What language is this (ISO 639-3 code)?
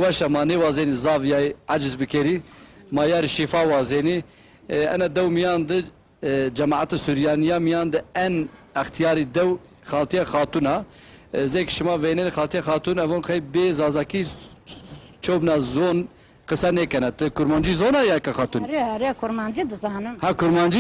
zza